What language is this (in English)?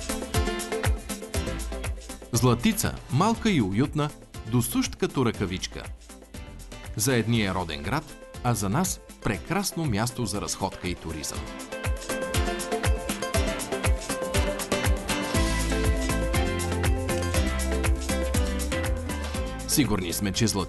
Bulgarian